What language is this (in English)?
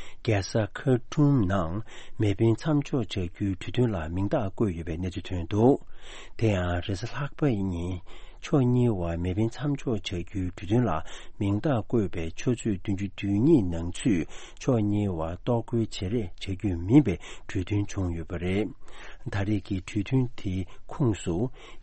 Tibetan